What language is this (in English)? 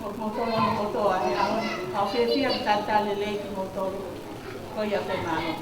Tongan